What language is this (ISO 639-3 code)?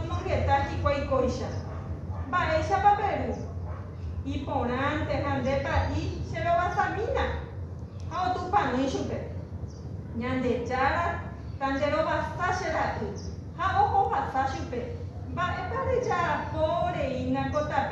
grn